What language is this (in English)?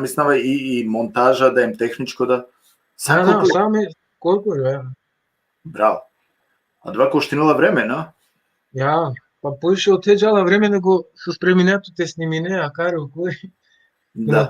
Balkan Romani